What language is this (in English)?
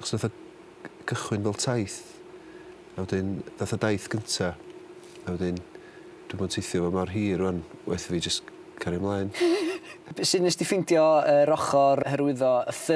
Welsh